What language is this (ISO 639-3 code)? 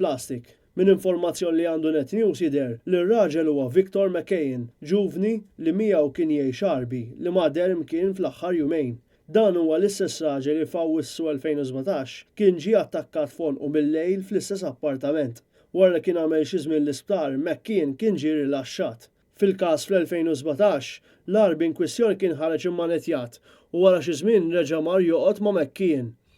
mlt